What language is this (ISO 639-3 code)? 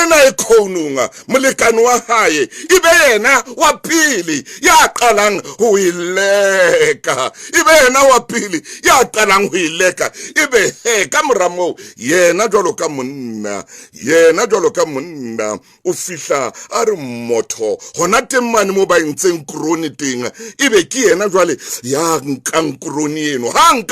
sot